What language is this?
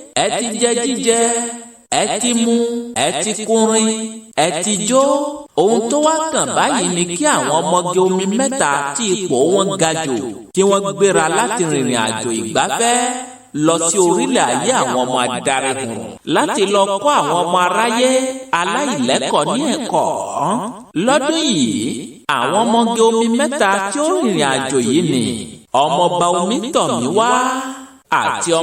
Yoruba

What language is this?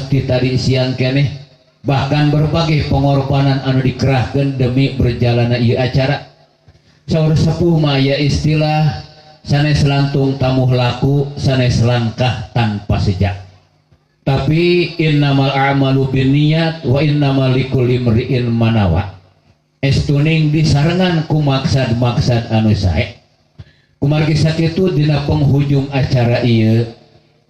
Sundanese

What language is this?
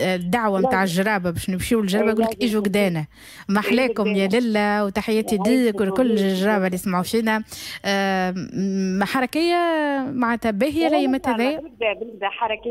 Tunisian Arabic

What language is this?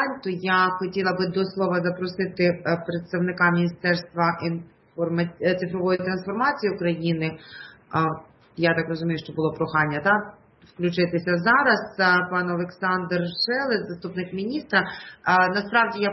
Ukrainian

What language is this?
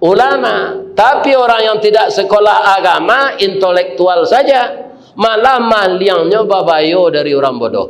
Minangkabau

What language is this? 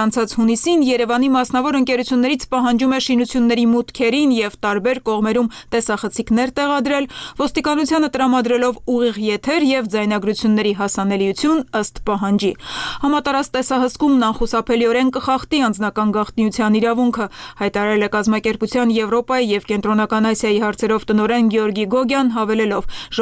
Armenian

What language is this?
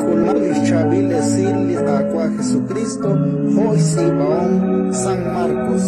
Kekchí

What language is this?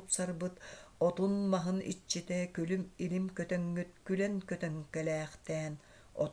Yakut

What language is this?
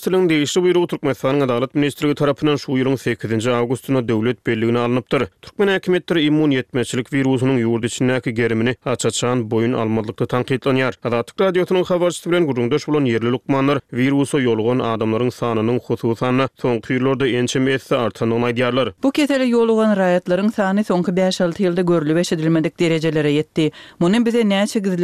Turkmen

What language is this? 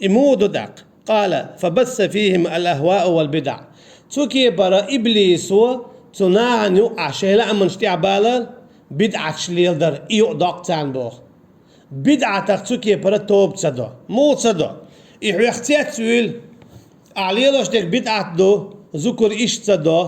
Chechen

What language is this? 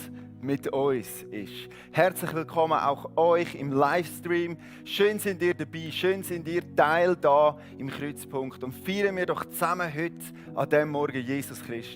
Swiss German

